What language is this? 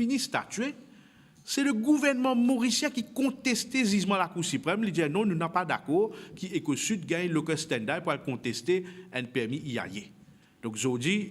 Morisyen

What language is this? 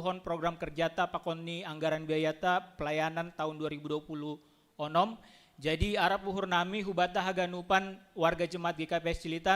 Batak Simalungun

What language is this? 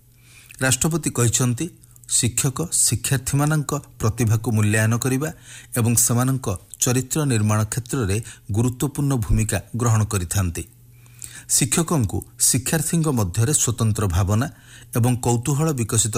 Odia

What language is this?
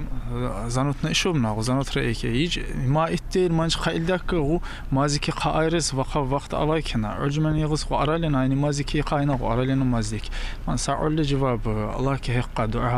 Tsakhur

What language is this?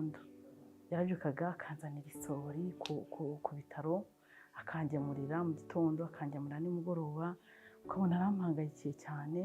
Kinyarwanda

